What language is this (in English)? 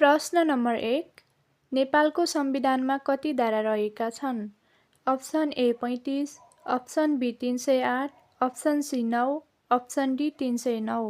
Nepali